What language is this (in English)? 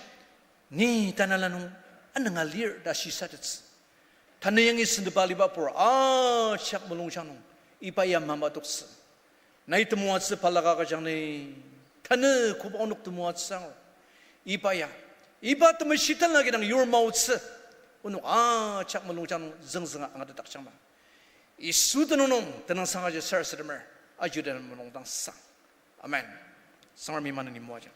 Ao Naga